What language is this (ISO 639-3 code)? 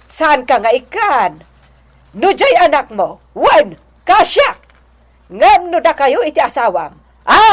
ilo